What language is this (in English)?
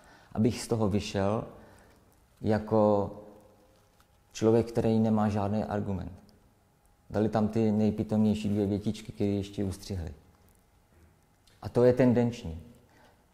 Czech